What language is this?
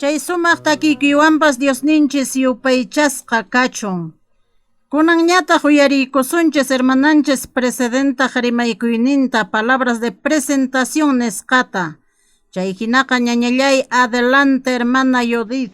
Quechua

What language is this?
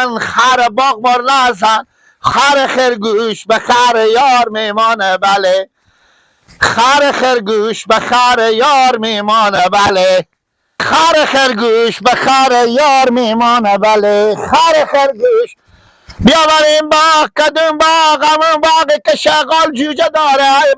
Persian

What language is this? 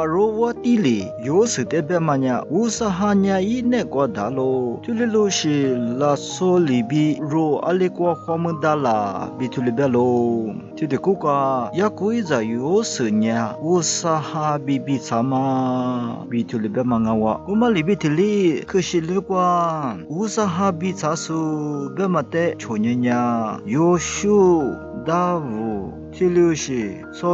Lisu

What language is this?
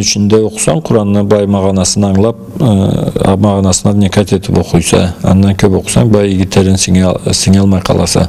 Karachay-Balkar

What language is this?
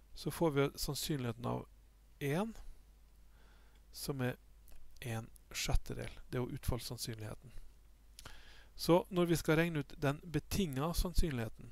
Norwegian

